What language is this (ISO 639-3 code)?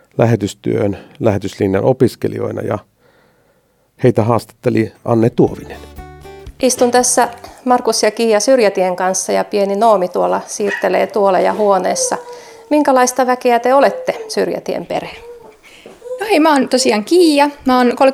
fin